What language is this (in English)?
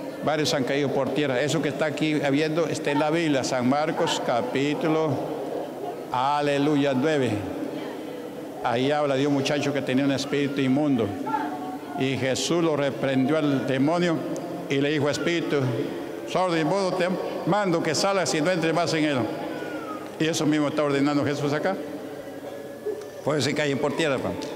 Spanish